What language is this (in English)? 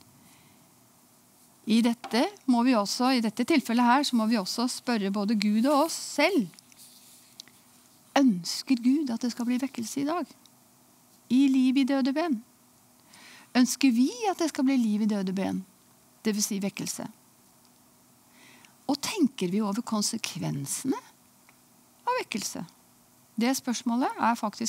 Norwegian